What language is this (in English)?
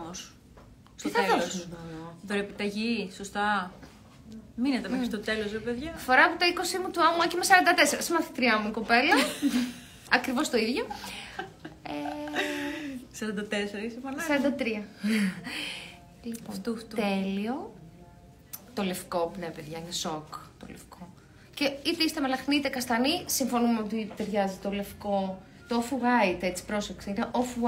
Greek